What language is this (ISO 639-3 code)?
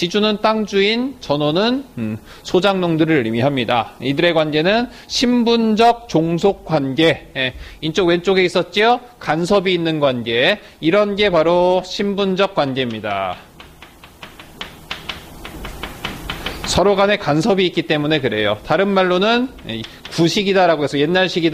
kor